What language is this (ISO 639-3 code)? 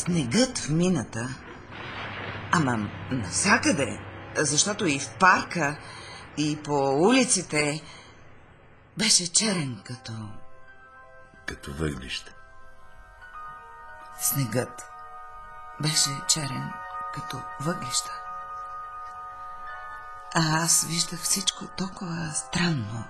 bul